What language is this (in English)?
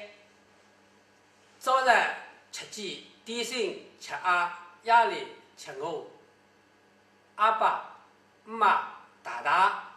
Wu Chinese